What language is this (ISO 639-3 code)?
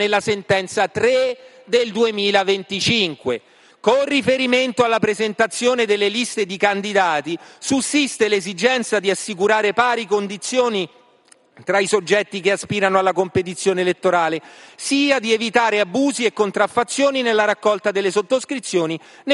ita